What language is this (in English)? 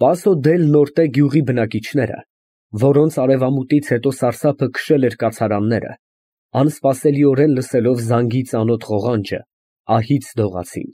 Armenian